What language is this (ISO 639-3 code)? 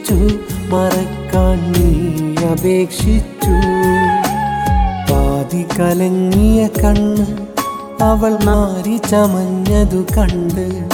mal